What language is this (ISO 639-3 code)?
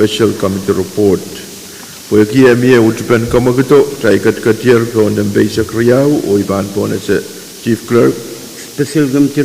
pon